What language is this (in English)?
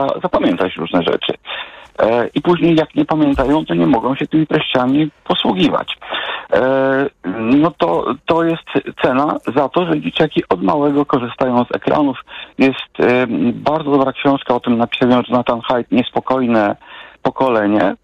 Polish